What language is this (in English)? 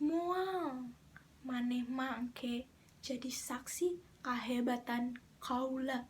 Sundanese